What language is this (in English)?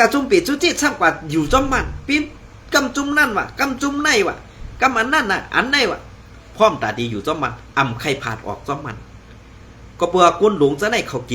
Shan